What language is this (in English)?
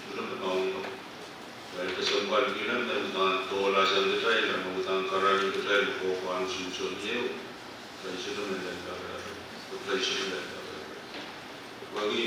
Pohnpeian